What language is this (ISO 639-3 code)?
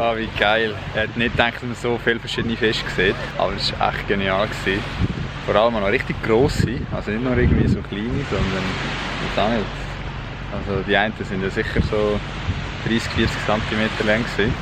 gsw